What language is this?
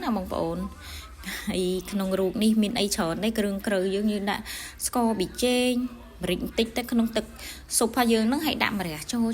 Khmer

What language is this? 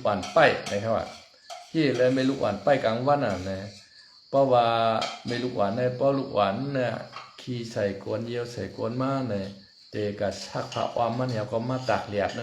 Shan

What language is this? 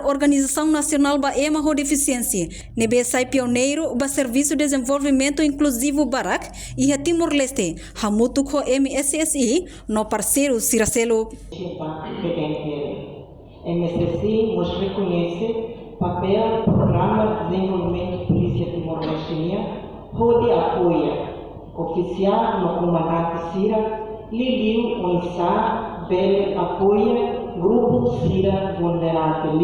Tetum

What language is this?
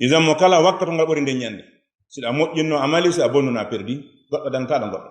Fula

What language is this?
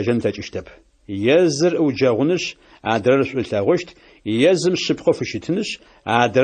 Adyghe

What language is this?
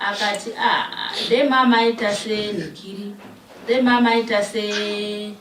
Shona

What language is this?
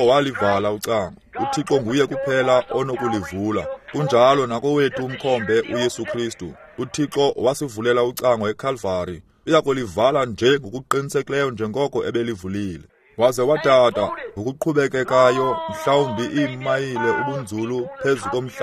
Xhosa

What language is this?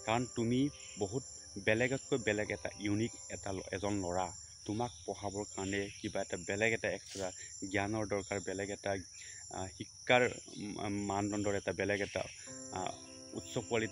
Assamese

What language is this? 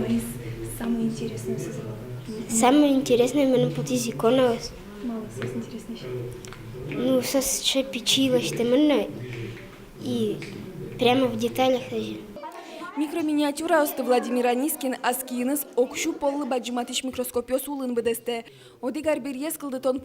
Udmurt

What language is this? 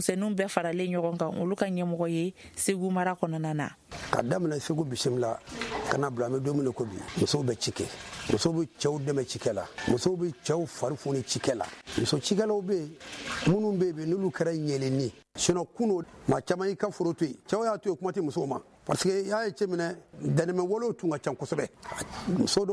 Bambara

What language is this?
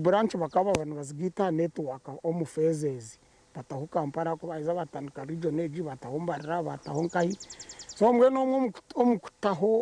Nyankole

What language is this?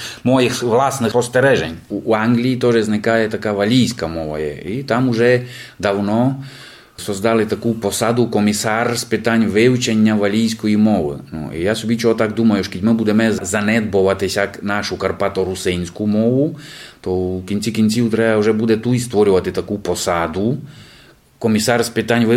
Rusyn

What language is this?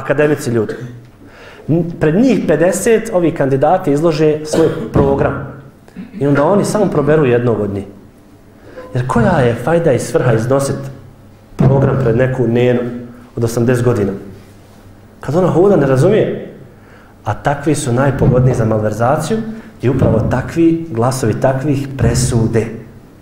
Bosnian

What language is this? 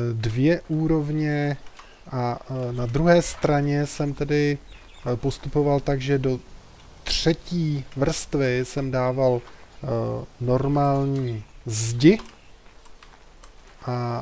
Czech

